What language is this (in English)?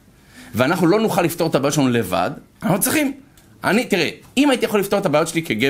Hebrew